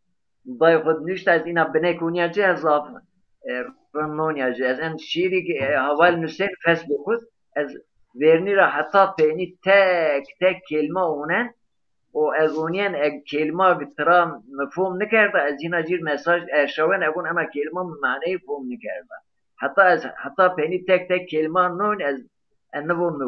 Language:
Zaza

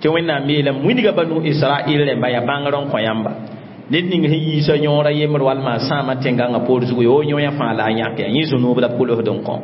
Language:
Mossi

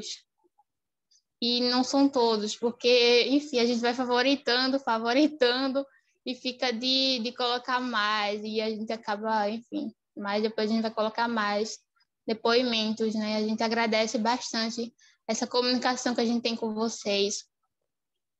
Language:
Portuguese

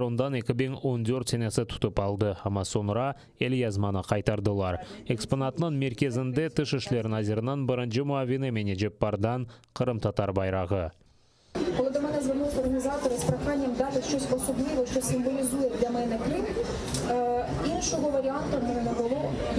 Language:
Crimean Tatar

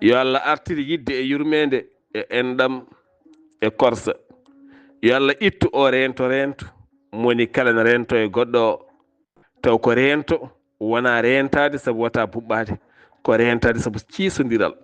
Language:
Fula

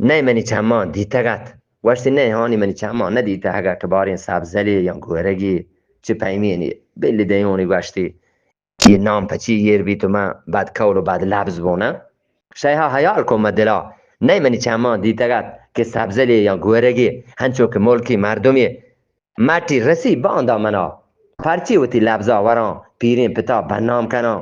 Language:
Eastern Balochi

